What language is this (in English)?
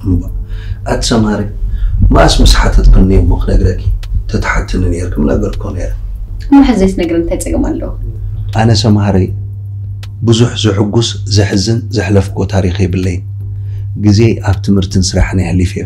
Tigrinya